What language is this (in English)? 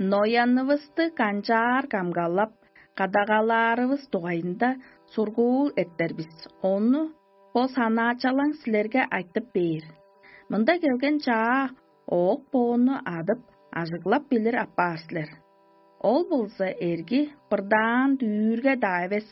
Tuvinian